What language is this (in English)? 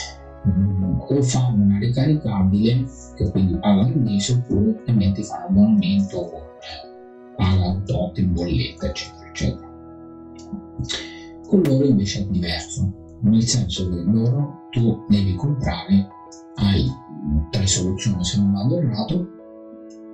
Italian